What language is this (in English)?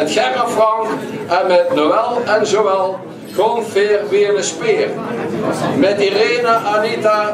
Limburgish